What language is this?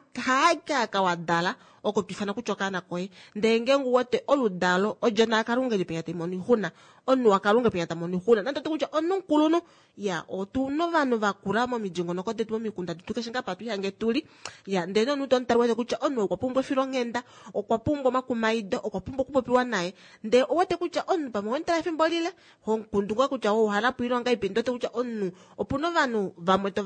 Kuanyama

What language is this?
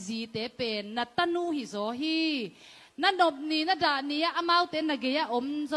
Tedim Chin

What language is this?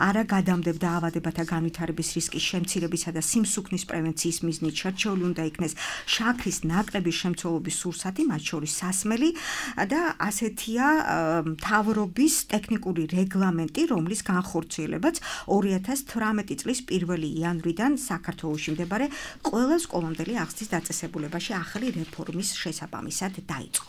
Georgian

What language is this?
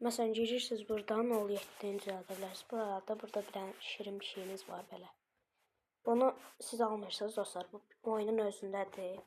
Azerbaijani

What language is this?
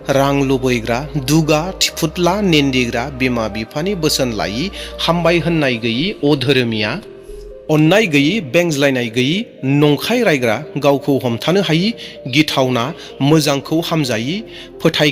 Bodo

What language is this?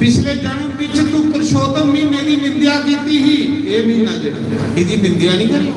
Dogri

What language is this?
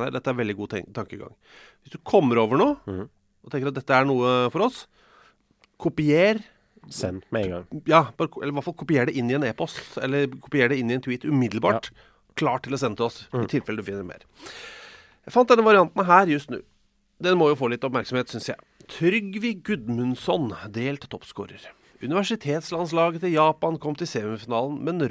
Norwegian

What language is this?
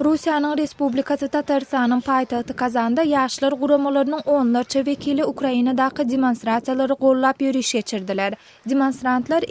Turkmen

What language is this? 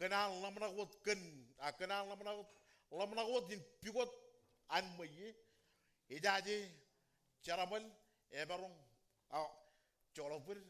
Marshallese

